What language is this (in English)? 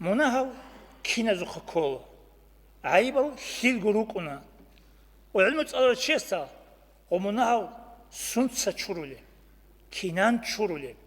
Avaric